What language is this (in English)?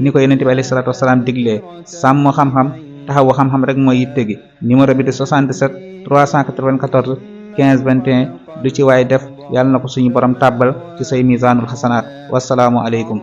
Wolof